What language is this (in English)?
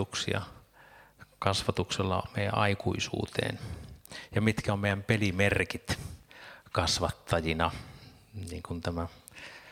Finnish